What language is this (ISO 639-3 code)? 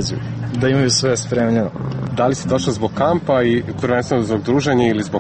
srp